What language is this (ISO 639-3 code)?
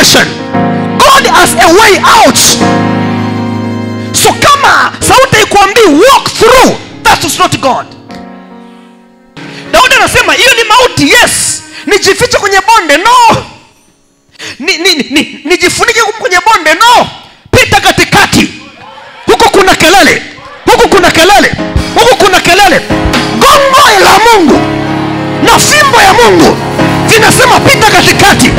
swa